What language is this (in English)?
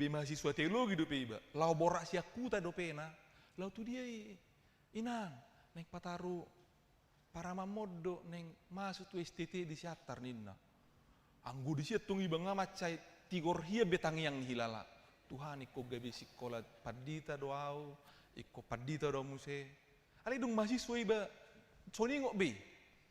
Batak Toba